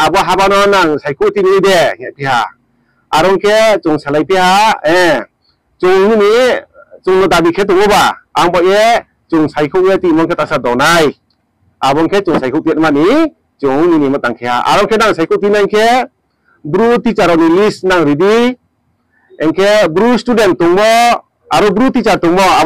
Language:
Riang (India)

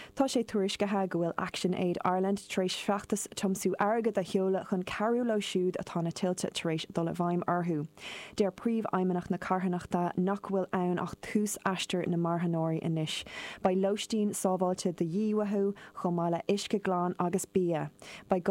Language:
Irish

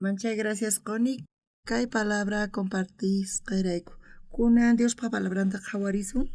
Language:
South Bolivian Quechua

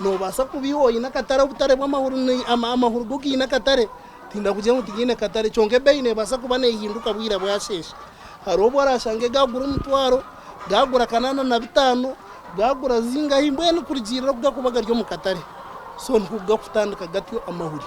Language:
Nyankole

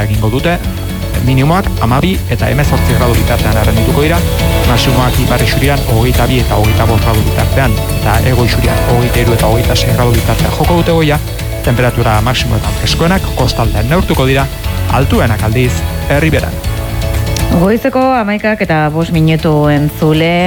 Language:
Basque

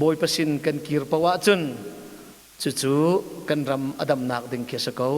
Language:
Hakha Chin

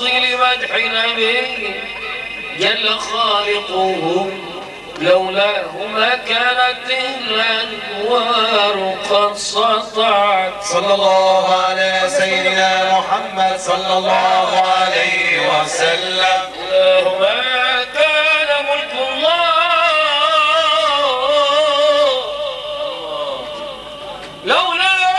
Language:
Arabic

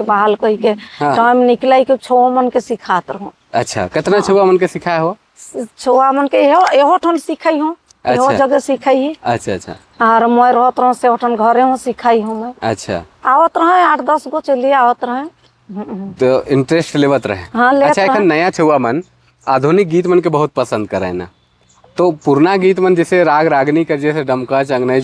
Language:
Sadri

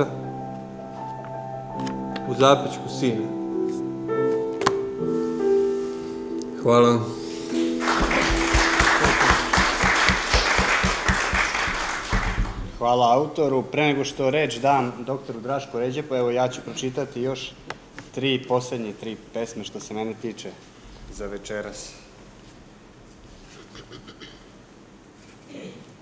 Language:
Serbian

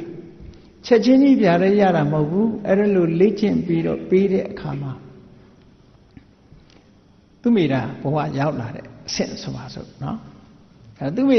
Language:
Burmese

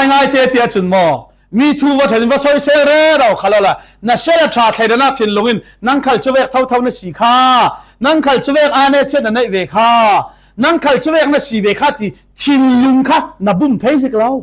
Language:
Falam Chin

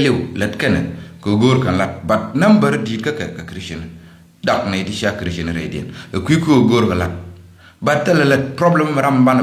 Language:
Nuer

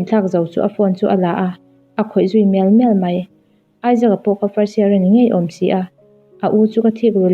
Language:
Mizo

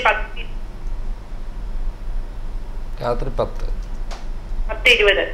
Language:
Malayalam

